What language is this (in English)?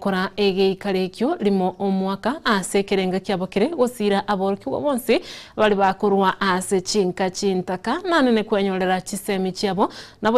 Gusii